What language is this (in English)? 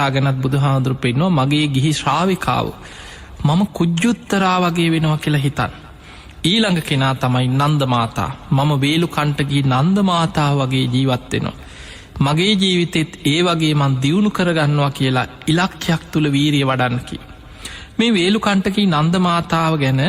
Sinhala